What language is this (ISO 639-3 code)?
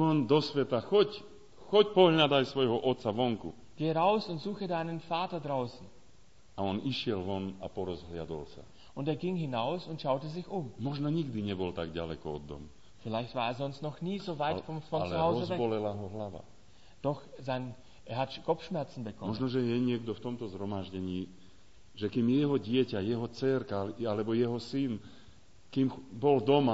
slk